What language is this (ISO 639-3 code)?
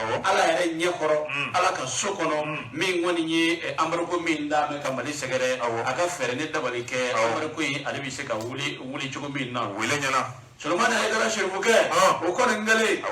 bam